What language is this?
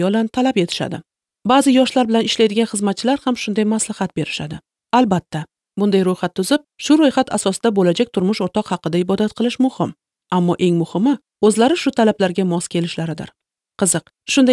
Uzbek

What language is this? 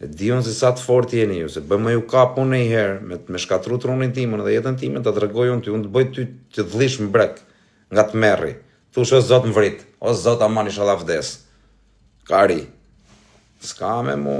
Albanian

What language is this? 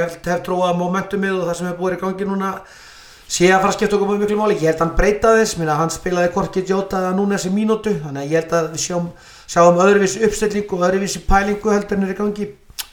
Icelandic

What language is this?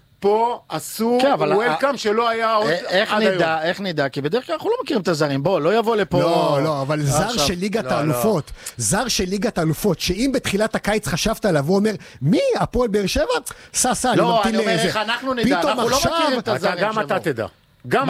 Hebrew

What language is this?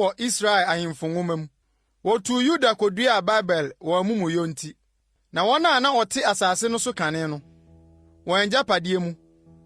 Akan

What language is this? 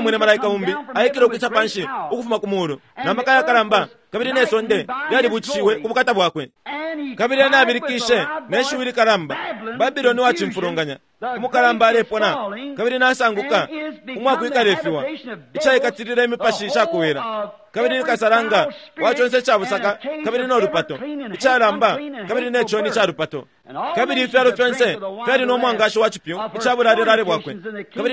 Bemba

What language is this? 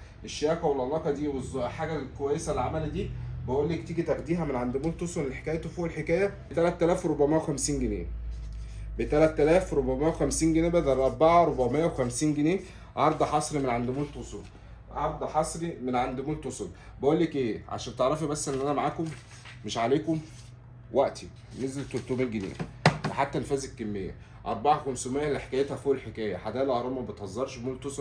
Egyptian Arabic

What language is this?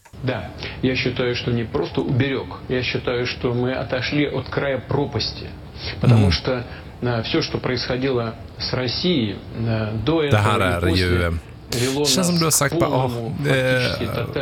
Swedish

